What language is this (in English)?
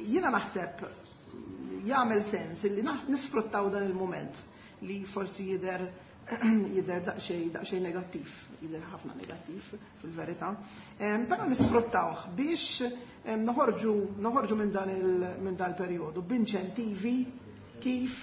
Maltese